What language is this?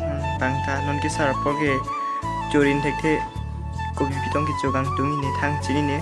Karbi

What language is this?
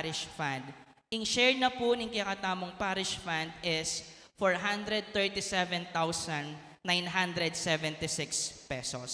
Pampanga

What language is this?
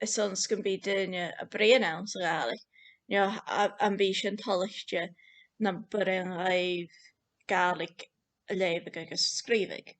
Scottish Gaelic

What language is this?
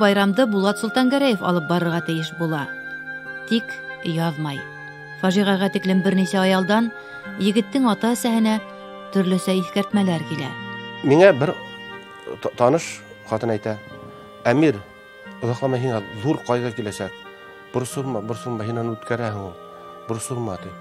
Bashkir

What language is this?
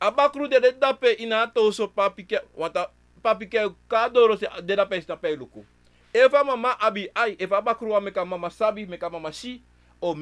Sranan Tongo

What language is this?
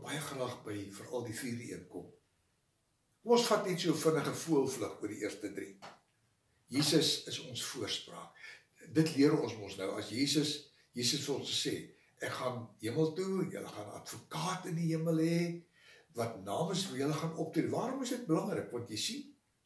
Afrikaans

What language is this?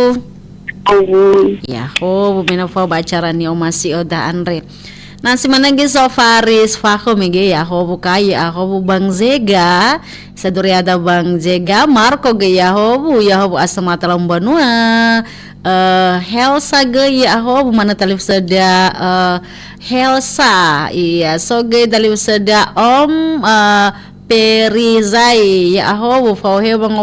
Nias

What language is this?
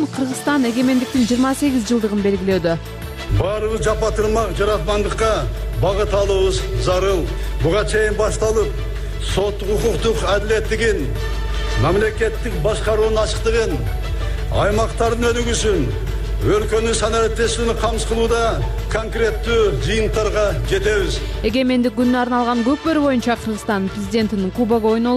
Kyrgyz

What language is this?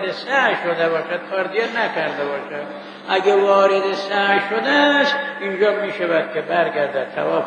Persian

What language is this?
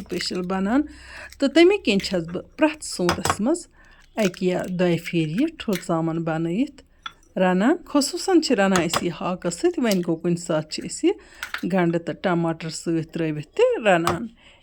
Kashmiri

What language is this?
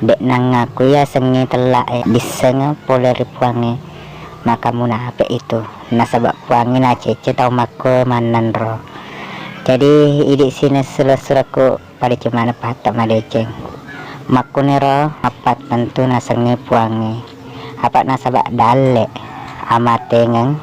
Buginese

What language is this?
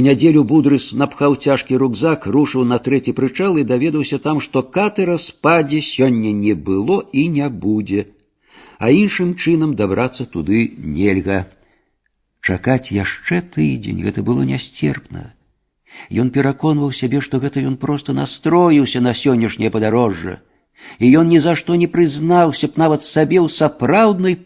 Belarusian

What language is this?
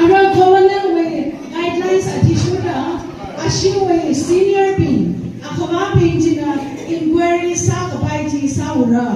Tangkhul Naga (India)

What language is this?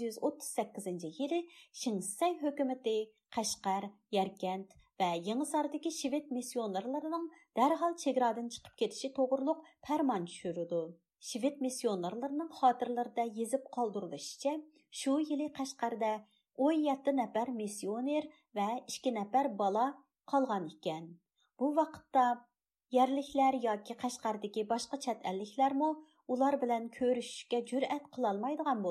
Uyghur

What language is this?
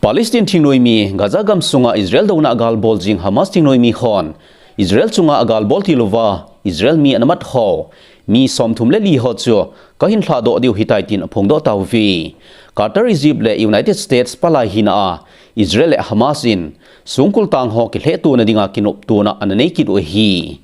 Thado Chin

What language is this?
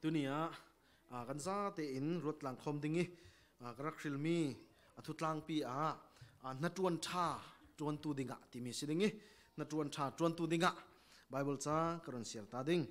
Falam Chin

